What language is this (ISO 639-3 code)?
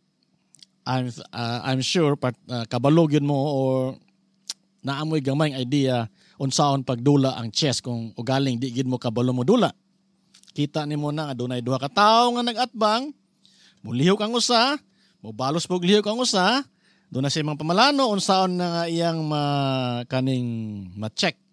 ceb